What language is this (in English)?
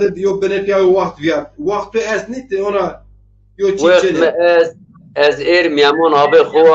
Zaza